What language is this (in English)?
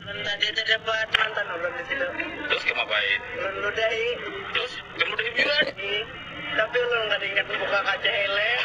Banjar